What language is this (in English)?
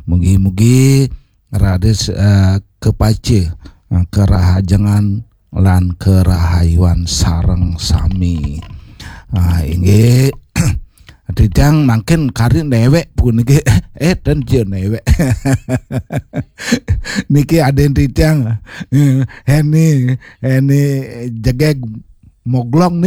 Balinese